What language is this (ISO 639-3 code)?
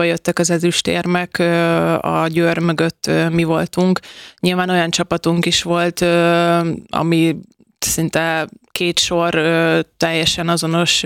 hun